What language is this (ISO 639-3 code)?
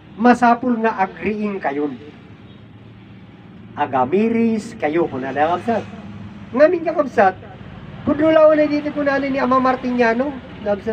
ilo